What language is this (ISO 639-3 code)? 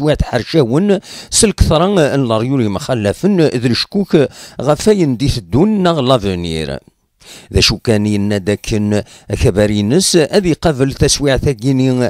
kab